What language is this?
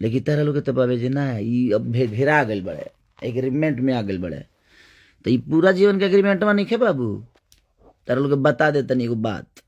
Bhojpuri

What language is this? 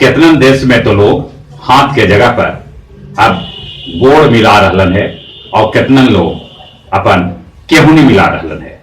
Magahi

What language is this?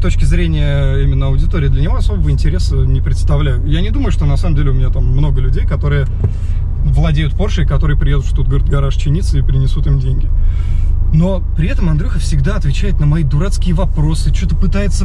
Russian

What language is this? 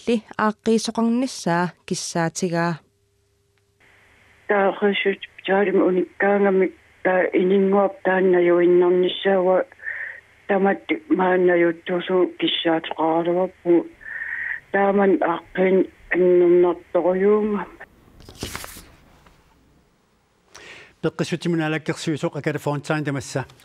Kalaallisut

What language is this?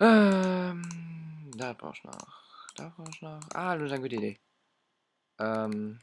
Luxembourgish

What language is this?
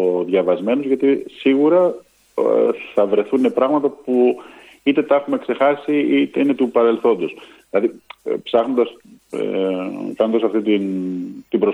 Greek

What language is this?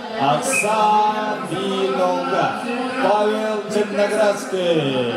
Yakut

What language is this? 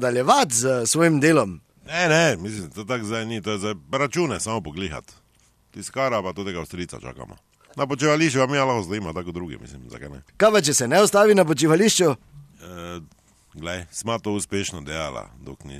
Slovenian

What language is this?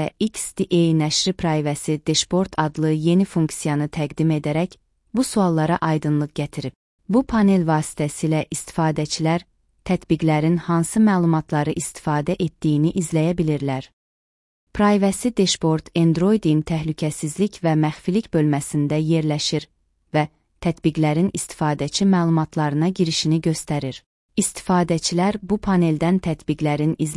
Azerbaijani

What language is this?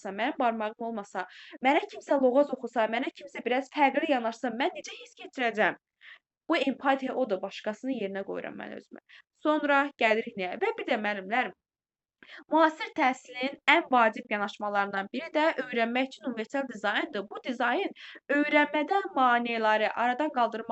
Azerbaijani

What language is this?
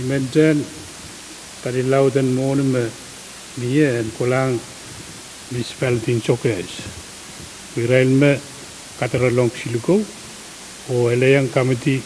Pohnpeian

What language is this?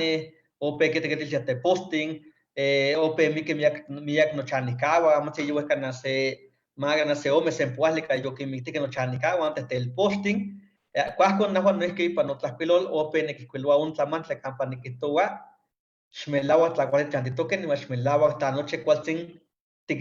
Eastern Huasteca Nahuatl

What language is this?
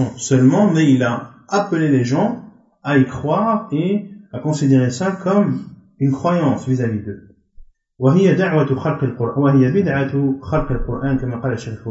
French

